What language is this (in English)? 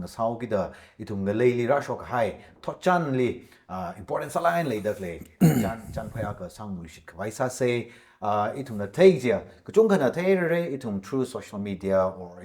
Tangkhul Naga (India)